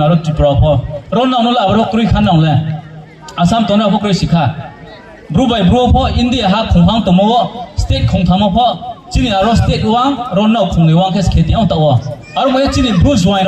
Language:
Riang (India)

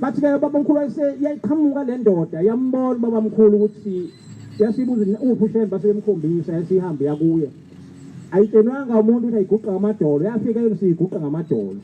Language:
Zulu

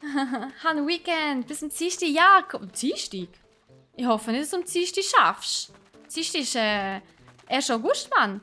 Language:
Swiss German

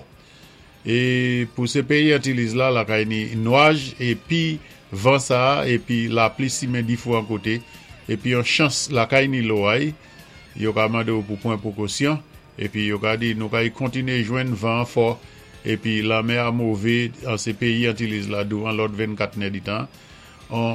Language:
Saint Lucian Creole French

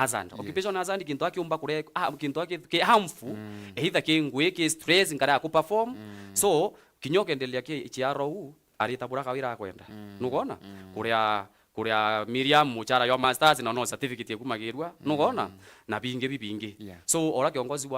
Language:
Meru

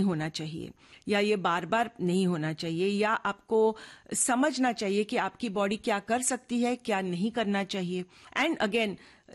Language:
Hindi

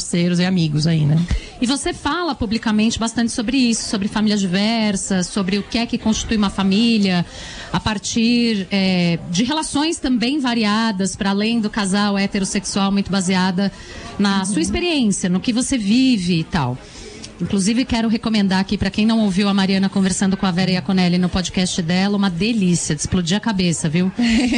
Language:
Portuguese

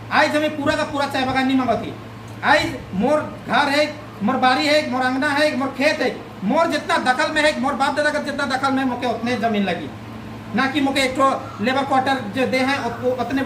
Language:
Sadri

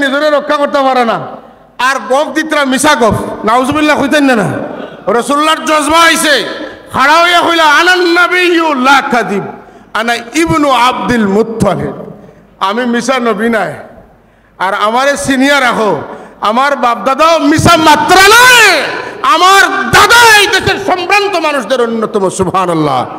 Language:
Sylheti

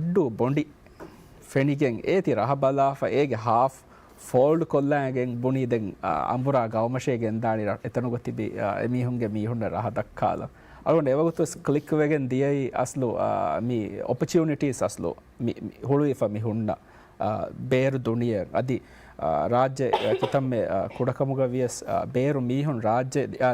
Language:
Divehi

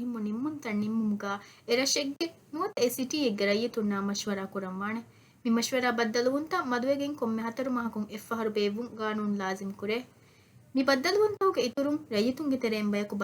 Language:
Divehi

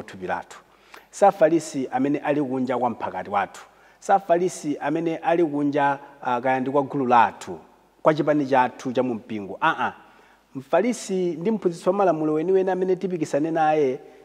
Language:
Nyanja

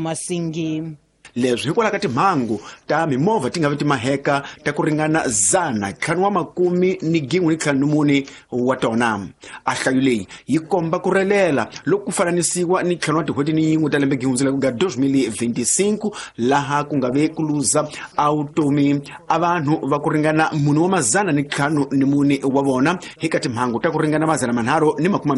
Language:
Tsonga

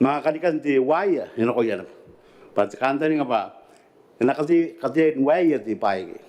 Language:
Gilbertese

